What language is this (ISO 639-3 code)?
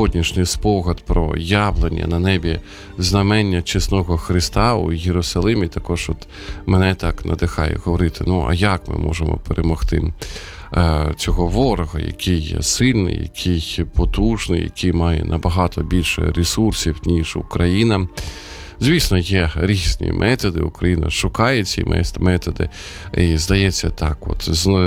ukr